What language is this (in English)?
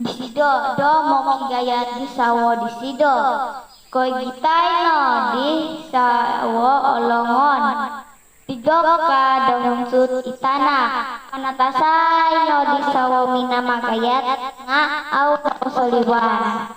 Central Dusun